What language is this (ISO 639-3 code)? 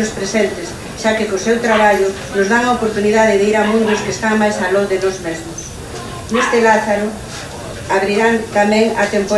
glg